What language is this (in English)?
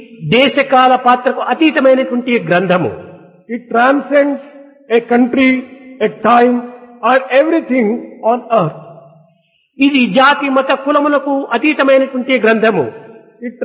Telugu